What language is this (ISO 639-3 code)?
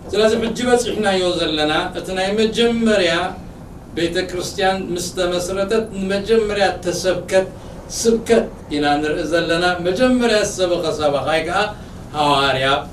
tir